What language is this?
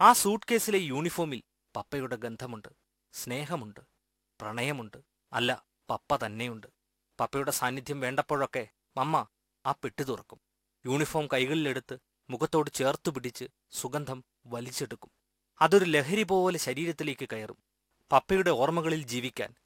Malayalam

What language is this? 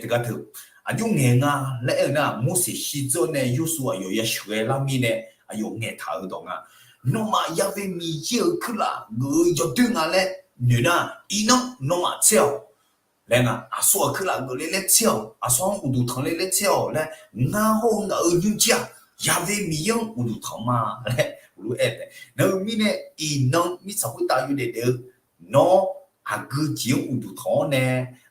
Akha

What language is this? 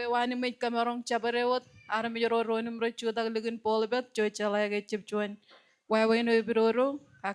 Marshallese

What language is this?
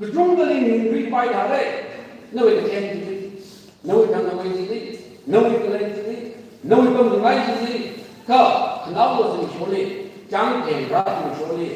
Tangkhul Naga (India)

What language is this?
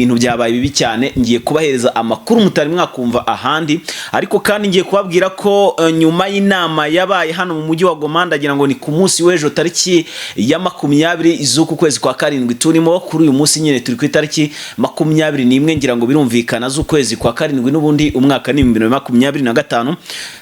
Kinyarwanda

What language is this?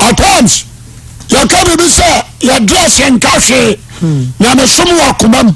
Akan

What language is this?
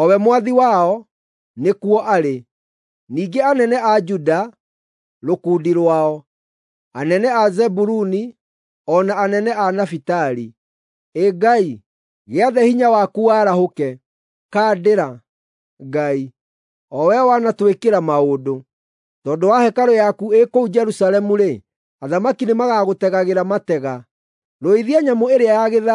Kikuyu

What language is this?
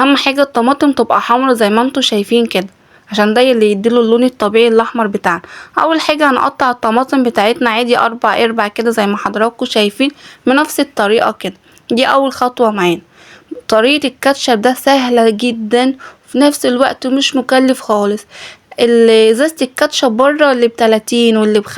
Egyptian Arabic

